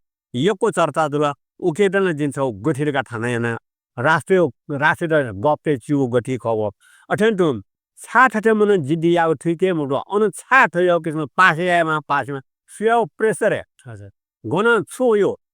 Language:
Newari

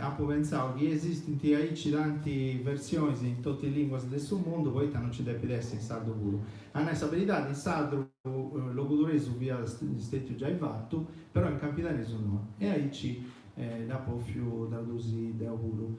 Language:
Sardinian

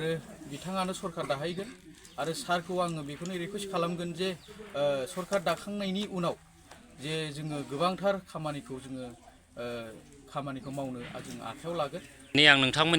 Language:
Bodo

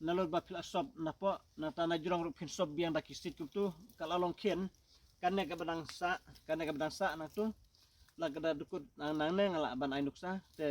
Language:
Khasi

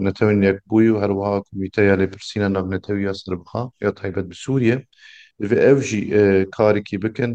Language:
Kurdish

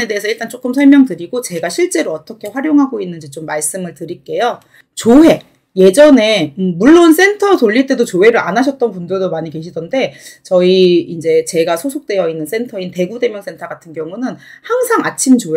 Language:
Korean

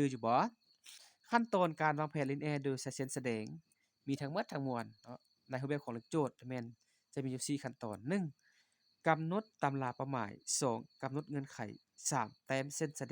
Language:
Lao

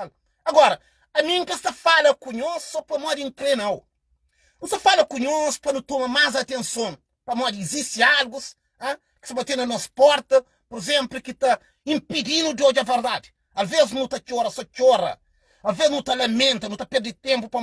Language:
Kabuverdianu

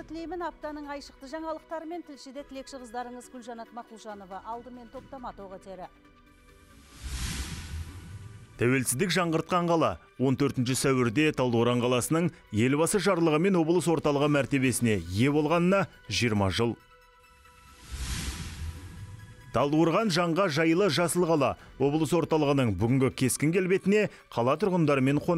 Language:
Kazakh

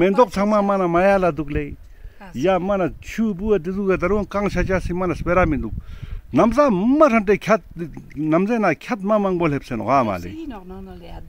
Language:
Ladakhi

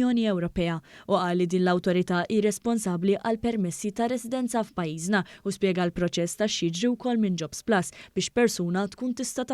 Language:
Maltese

